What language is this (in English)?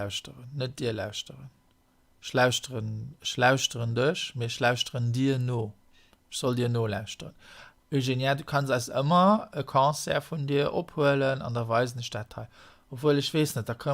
Luxembourgish